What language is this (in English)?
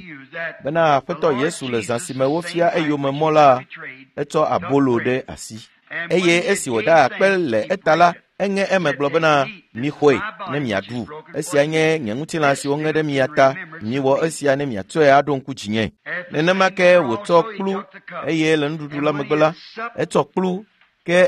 Ewe